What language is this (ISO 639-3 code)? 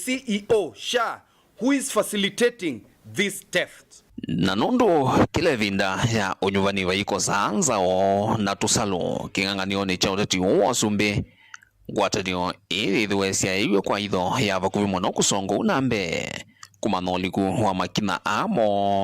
kam